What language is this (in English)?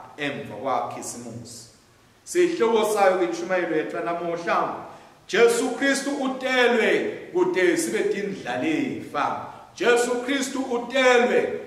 Swati